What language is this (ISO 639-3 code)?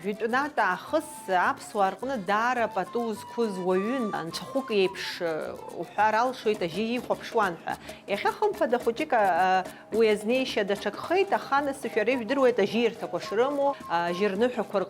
abk